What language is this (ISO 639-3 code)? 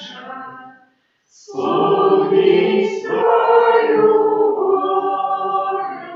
bel